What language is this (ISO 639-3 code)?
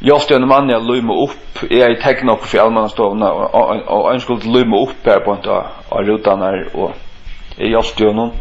fao